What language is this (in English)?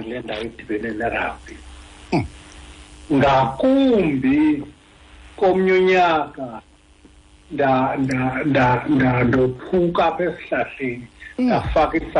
Xhosa